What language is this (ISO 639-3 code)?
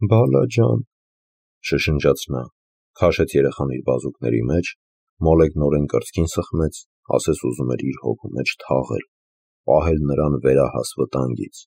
hye